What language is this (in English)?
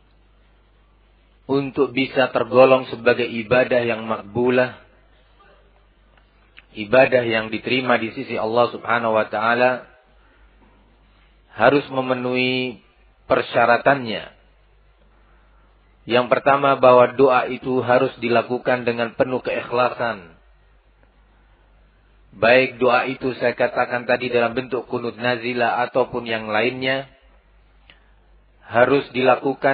Indonesian